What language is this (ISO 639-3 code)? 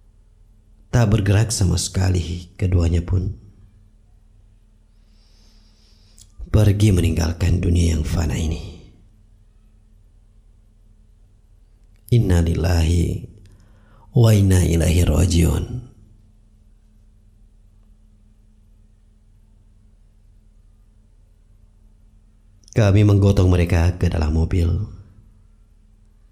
ind